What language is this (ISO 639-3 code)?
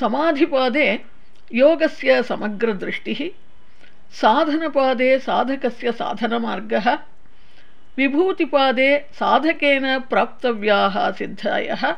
san